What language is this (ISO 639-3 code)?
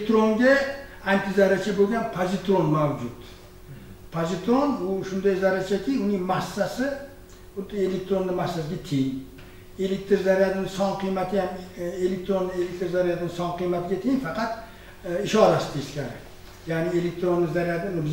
uzb